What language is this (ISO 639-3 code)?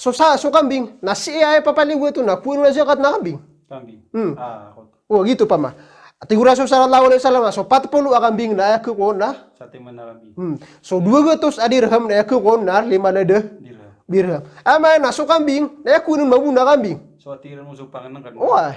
mrw